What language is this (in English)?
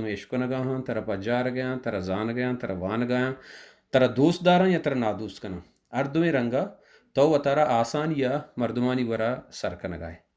Baluchi